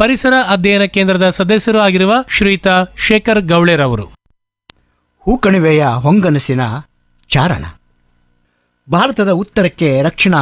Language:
Kannada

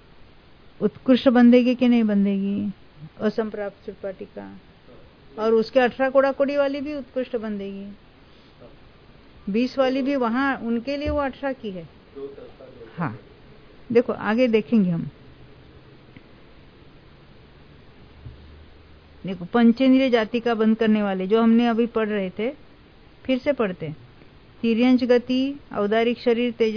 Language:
Hindi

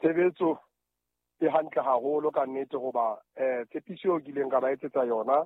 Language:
Southern Sotho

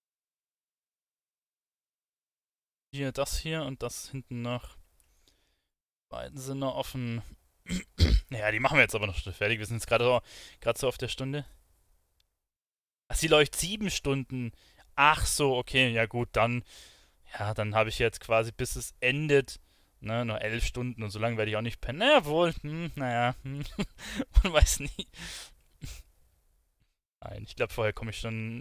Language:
German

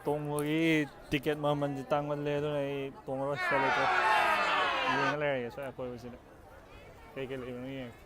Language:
Manipuri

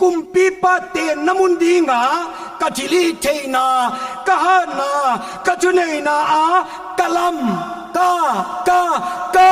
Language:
Paite Chin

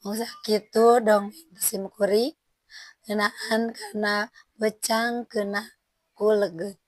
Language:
Sundanese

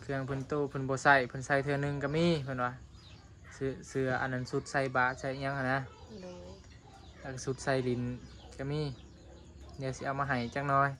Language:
Northeastern Thai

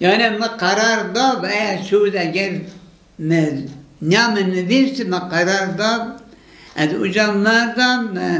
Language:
Zaza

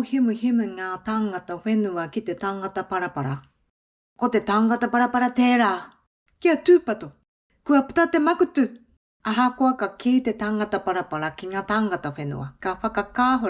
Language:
Māori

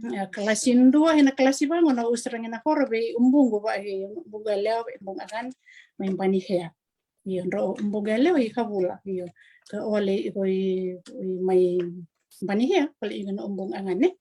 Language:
Fijian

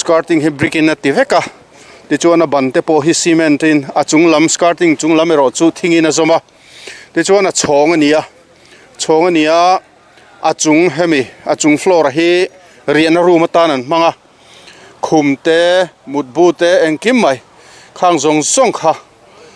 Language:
Mizo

